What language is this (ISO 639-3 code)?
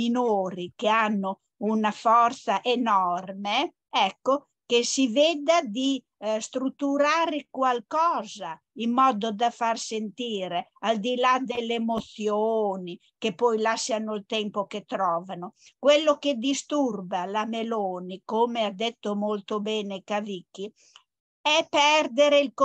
ita